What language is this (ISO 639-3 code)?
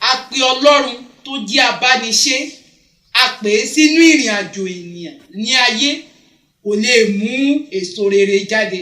yor